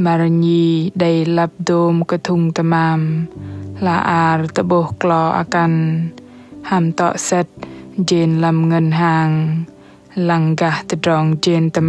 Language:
Bahnar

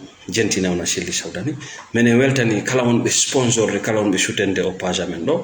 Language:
Fula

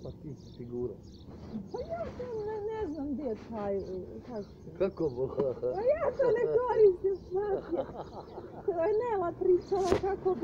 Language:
Croatian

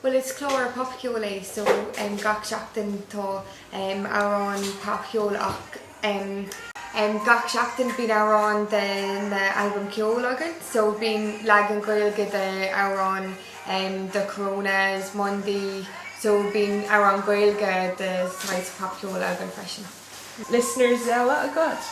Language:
Irish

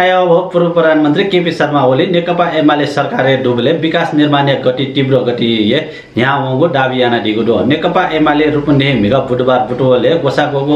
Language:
Newari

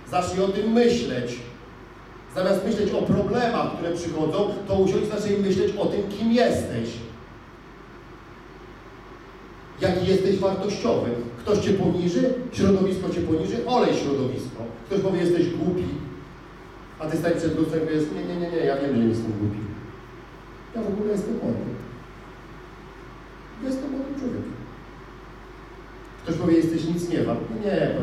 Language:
Polish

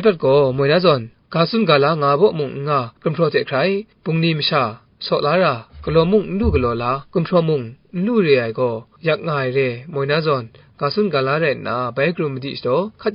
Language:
Kachin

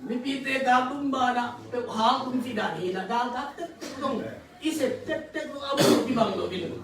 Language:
Tedim Chin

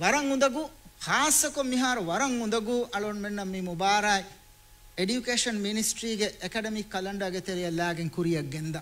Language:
Divehi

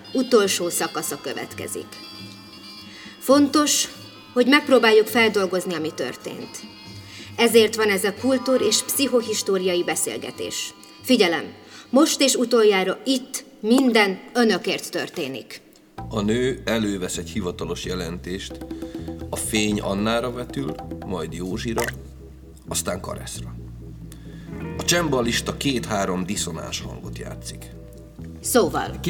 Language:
Hungarian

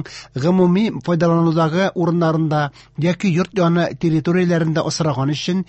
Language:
Tatar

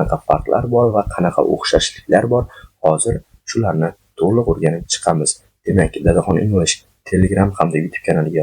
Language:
Uzbek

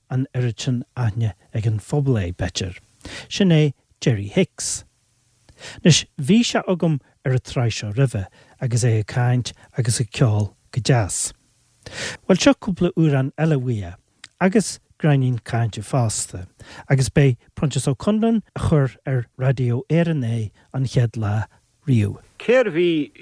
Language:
Irish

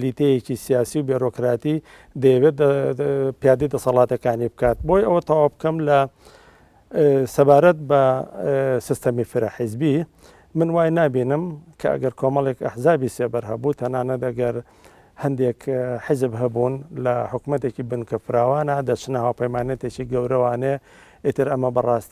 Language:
Central Kurdish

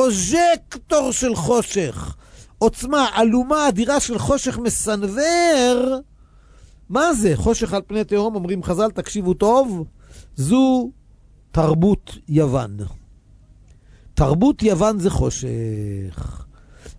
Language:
Hebrew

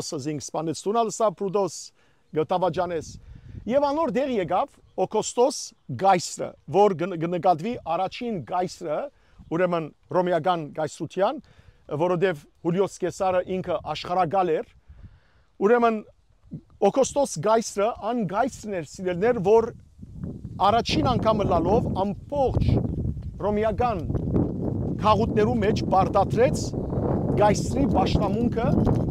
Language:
Western Armenian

